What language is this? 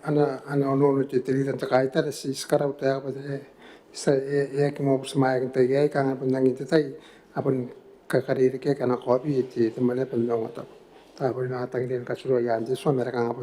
Gilbertese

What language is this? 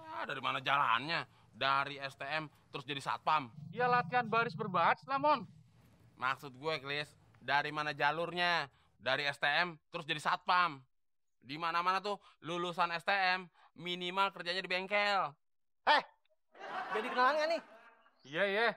Betawi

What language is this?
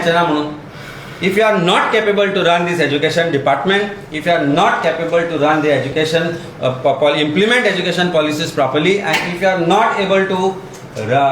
Konkani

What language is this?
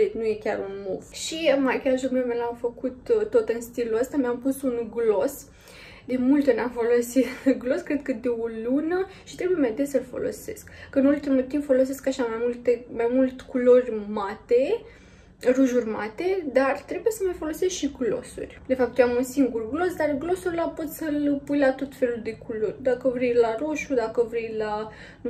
Romanian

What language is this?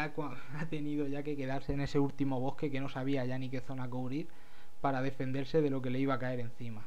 Spanish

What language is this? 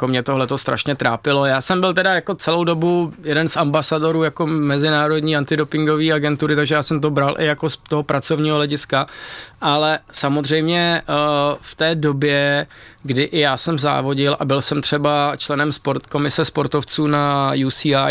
Czech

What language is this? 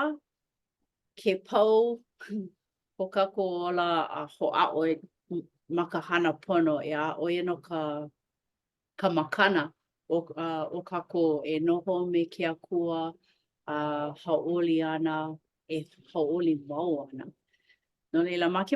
Hawaiian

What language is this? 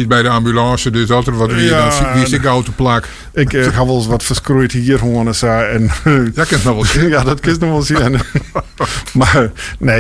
Western Frisian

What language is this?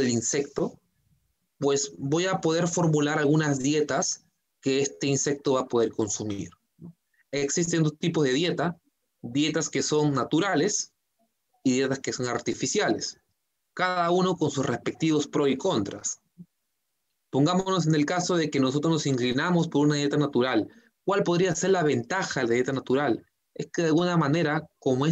Spanish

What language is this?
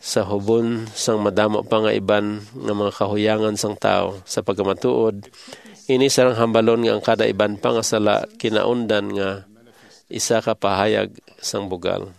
Hiligaynon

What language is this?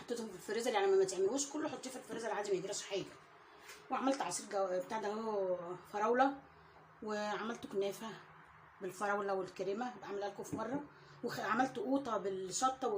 Egyptian Arabic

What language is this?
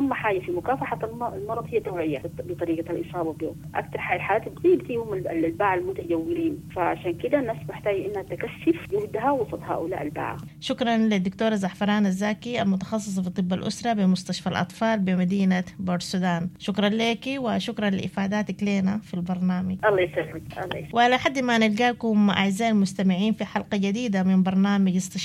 Sudanese Arabic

